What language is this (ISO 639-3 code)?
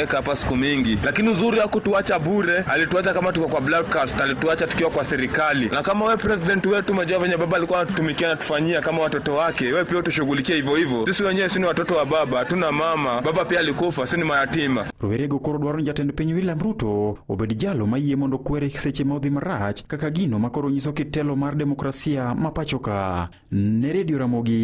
luo